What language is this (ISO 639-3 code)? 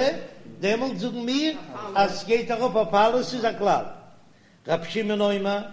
yid